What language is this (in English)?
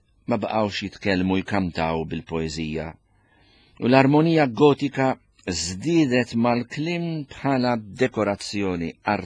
Maltese